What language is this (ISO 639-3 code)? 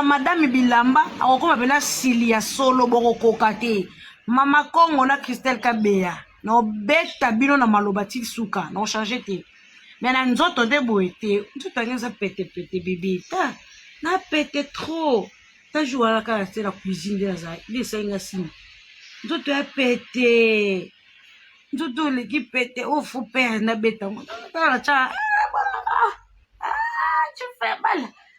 lin